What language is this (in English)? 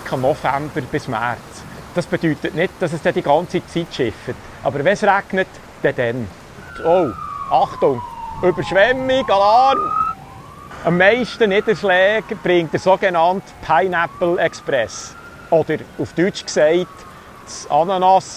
Swiss German